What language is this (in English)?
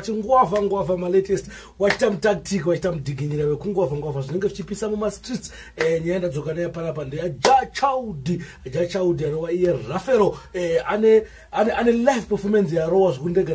Shona